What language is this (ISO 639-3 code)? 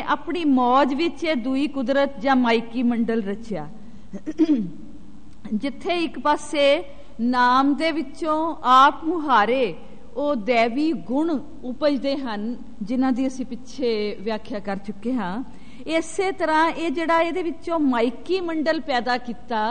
pan